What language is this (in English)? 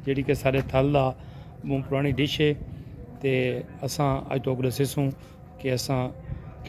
Saraiki